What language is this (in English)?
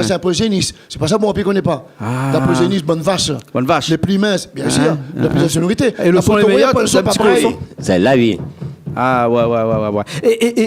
Réunion Creole French